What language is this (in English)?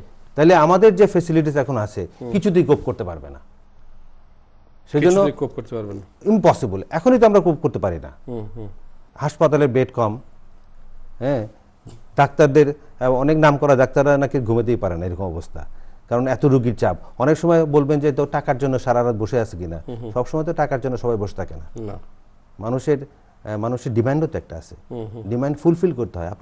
Bangla